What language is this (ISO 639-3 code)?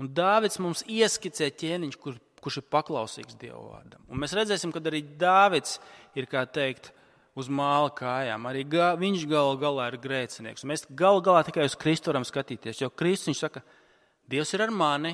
lav